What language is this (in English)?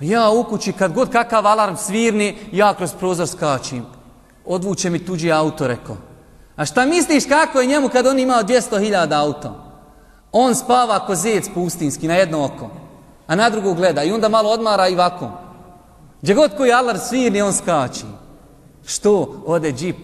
Bosnian